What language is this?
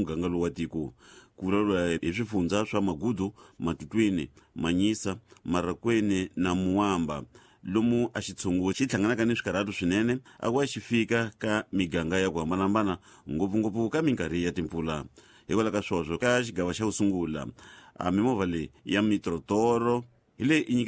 Tsonga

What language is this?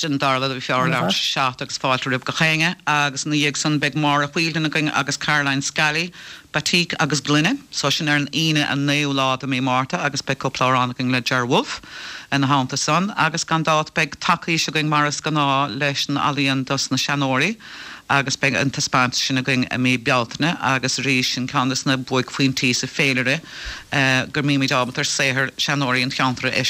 Irish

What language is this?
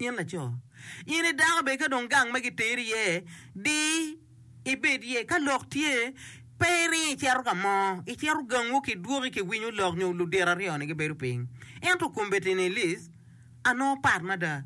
Acoli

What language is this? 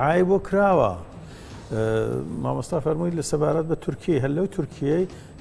Central Kurdish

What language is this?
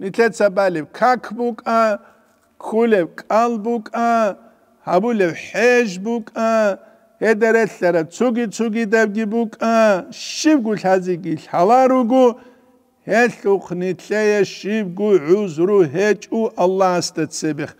Avaric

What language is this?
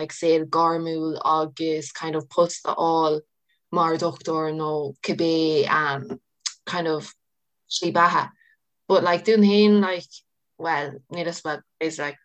Irish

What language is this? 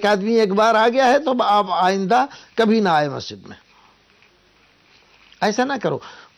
Urdu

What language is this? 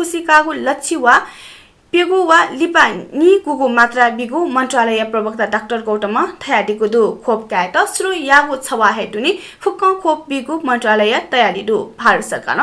Newari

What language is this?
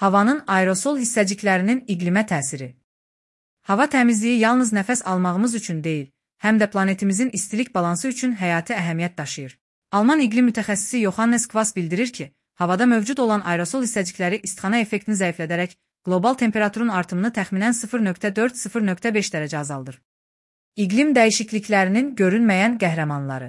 Azerbaijani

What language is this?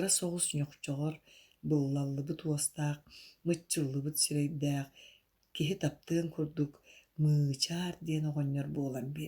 Yakut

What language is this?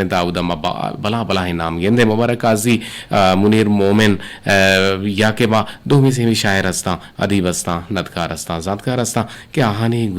Eastern Balochi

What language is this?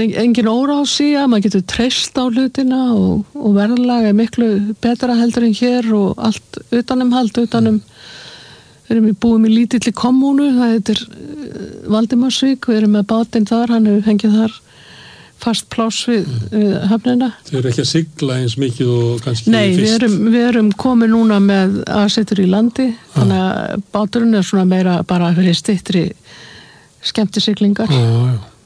Icelandic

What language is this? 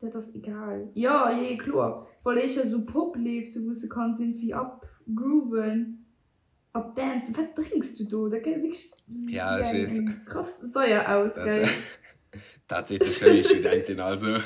Luxembourgish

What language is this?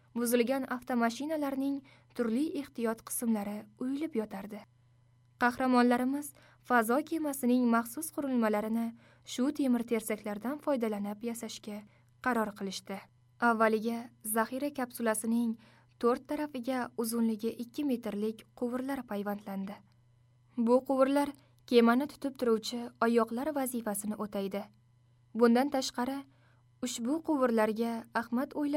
Uzbek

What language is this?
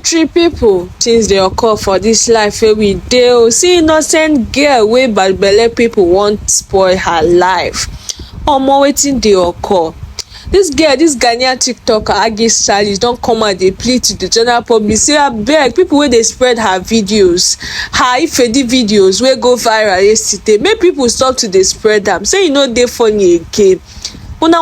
Nigerian Pidgin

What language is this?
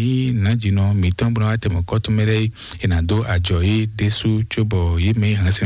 Fon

